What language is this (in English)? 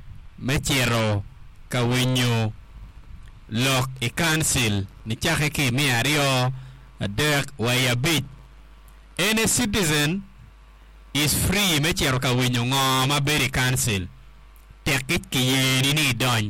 Acoli